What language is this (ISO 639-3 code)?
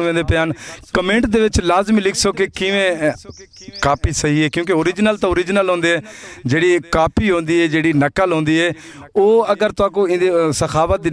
skr